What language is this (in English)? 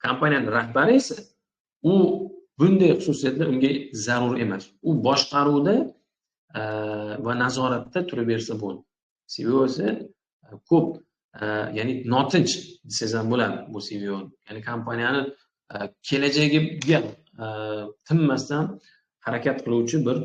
Uzbek